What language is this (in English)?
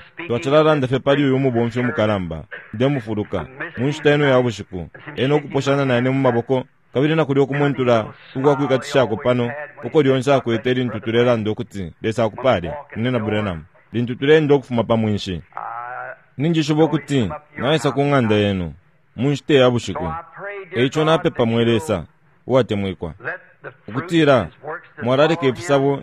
Bemba